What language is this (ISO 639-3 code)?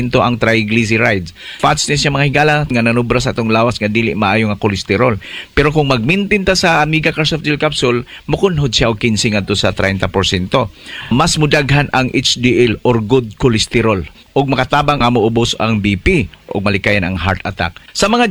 ceb